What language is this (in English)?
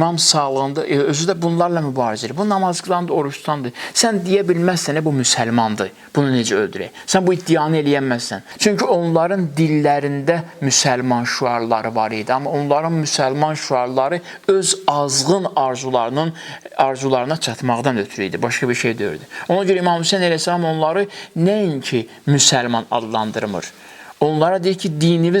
Azerbaijani